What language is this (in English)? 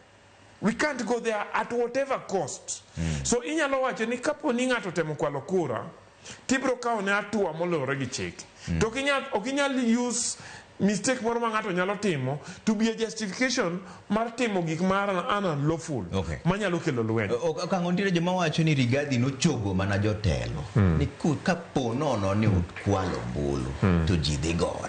Luo (Kenya and Tanzania)